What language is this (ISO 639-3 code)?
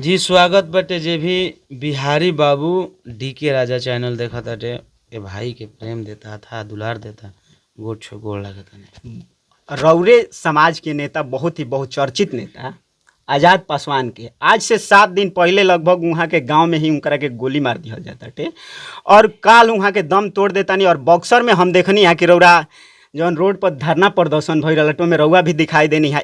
bho